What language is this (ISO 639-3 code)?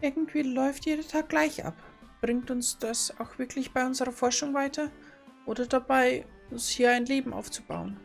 bar